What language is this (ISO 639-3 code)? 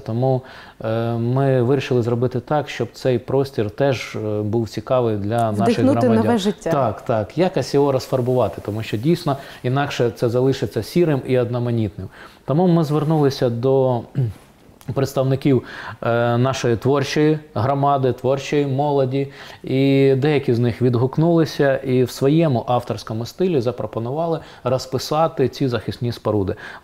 ukr